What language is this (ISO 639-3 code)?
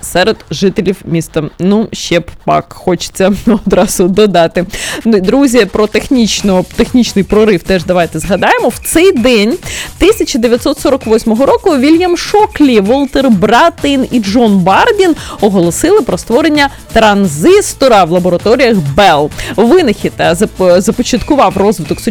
ukr